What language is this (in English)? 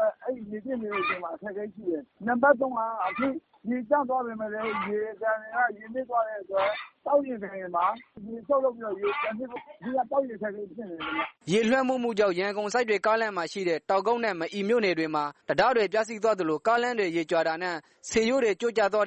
Burmese